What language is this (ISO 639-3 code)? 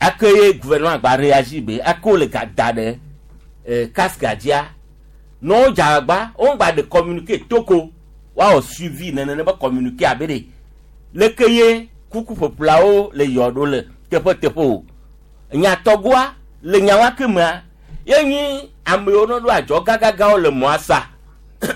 gej